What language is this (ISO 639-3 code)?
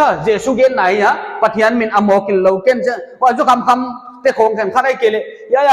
pck